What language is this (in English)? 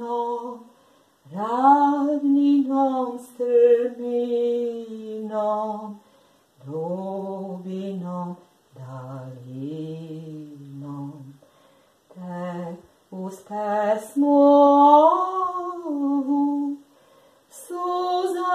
Serbian